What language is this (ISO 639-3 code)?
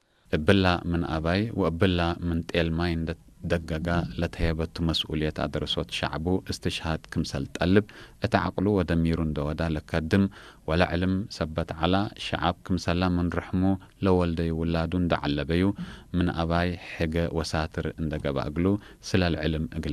tir